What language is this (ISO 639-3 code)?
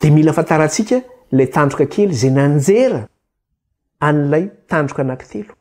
mlg